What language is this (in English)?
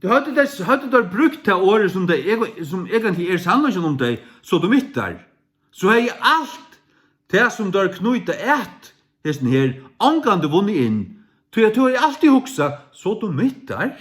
Faroese